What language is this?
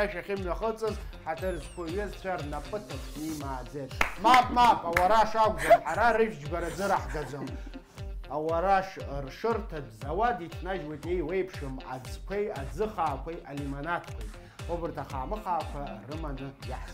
Abkhazian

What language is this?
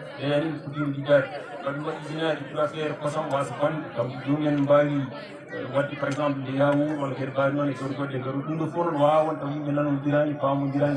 Fula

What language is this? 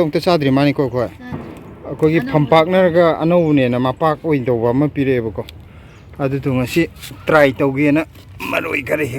Manipuri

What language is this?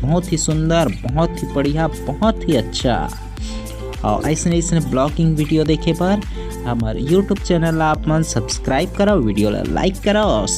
Chhattisgarhi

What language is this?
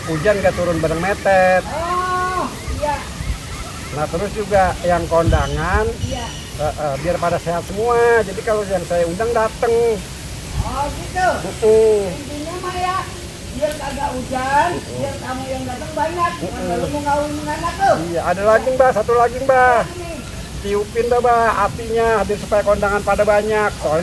Betawi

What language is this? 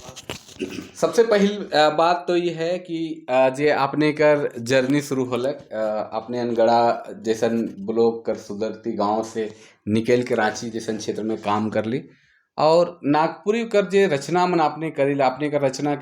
Sadri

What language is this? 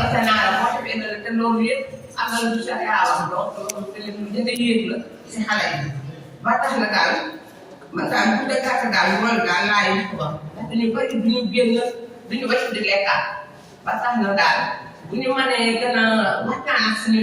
Wolof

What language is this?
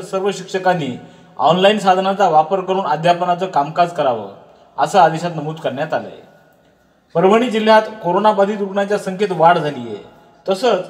Marathi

